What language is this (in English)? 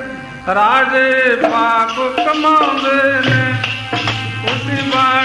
Punjabi